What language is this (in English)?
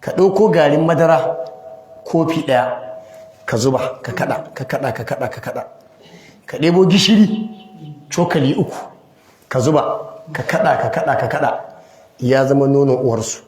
Hausa